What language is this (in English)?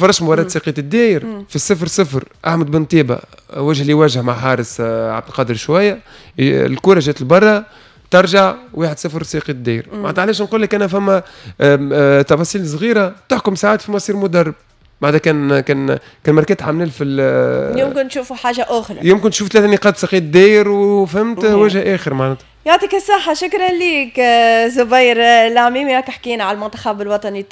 Tunisian Arabic